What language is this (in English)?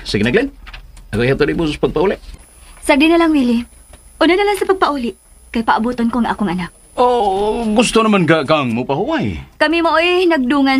Cebuano